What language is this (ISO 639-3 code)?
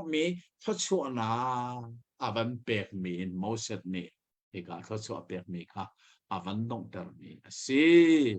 cnh